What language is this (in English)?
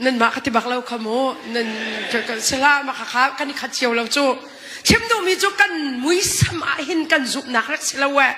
Hakha Chin